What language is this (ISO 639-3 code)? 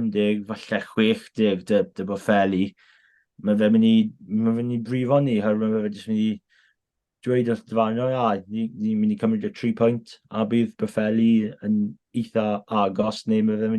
cym